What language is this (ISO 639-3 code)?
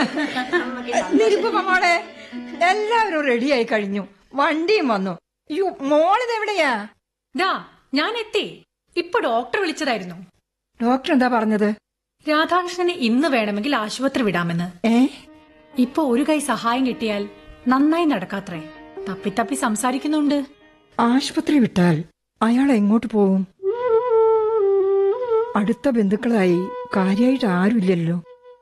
mal